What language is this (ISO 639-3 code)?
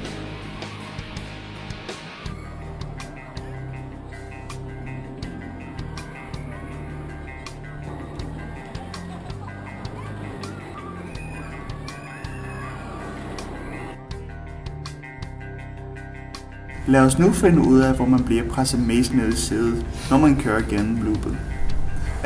dan